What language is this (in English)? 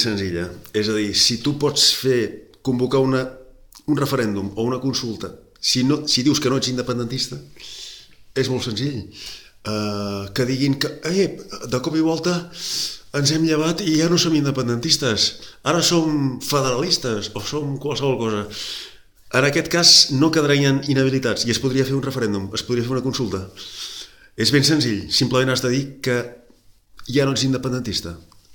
Catalan